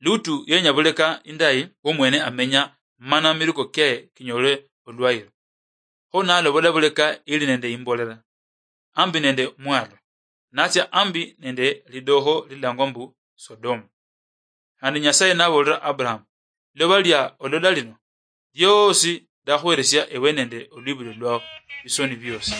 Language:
Luyia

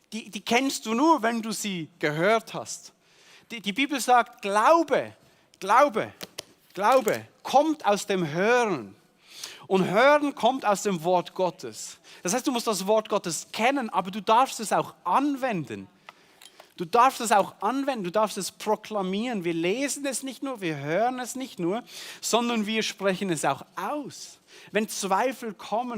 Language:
Swiss German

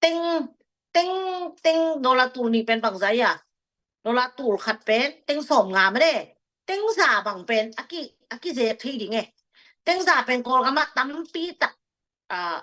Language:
Tedim Chin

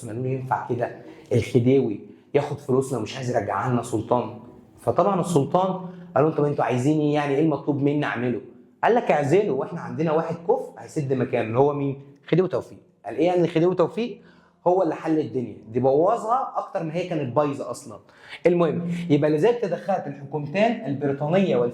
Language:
Egyptian Arabic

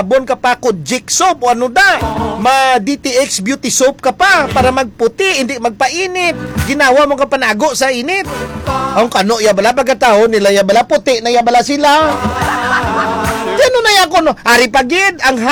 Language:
Hiligaynon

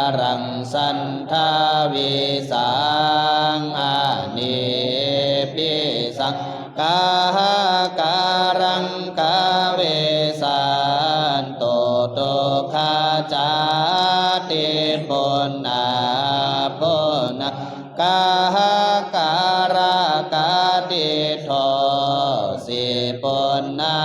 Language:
Pali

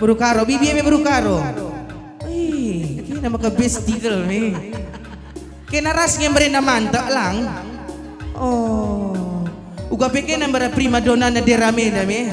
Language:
Batak Karo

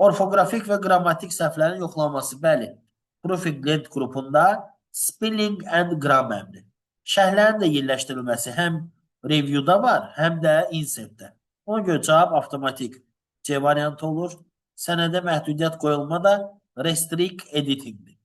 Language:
Azerbaijani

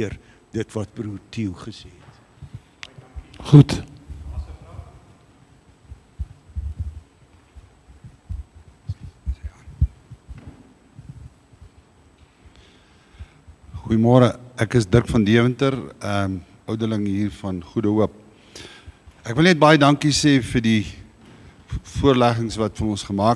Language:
Afrikaans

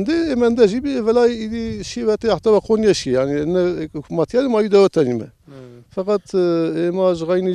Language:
Zaza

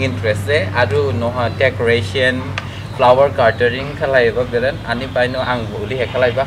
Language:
Dimasa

